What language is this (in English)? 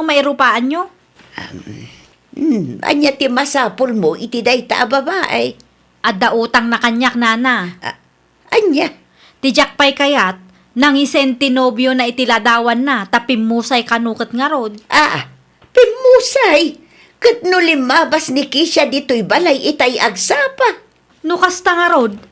Iloko